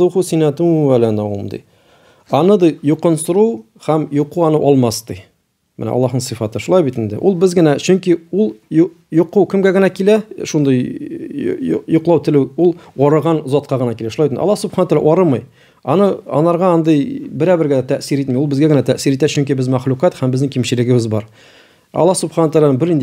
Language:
Tatar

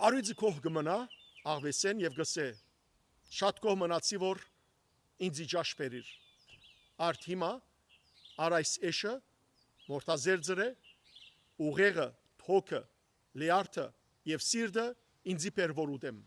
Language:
Western Armenian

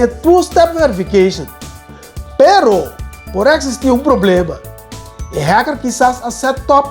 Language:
Papiamento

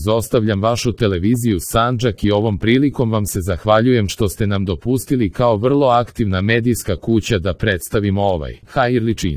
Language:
Croatian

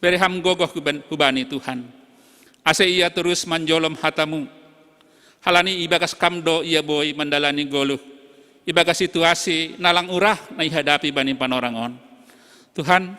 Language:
Batak Simalungun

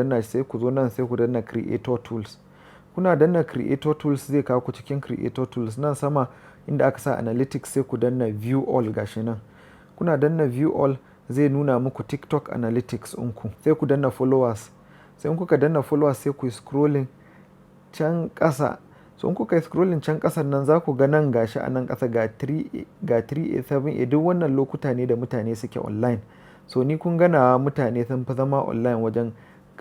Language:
Hausa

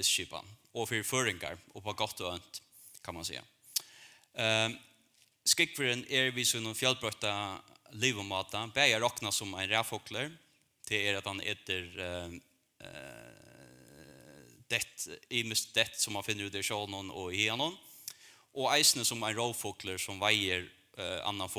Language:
Faroese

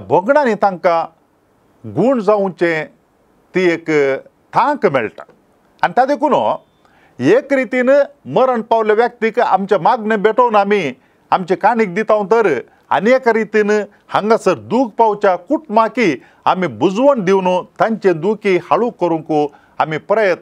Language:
Konkani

